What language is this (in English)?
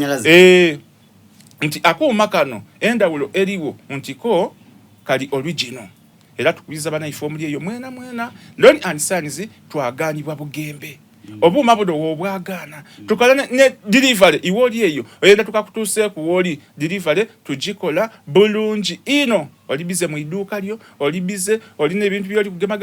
Soga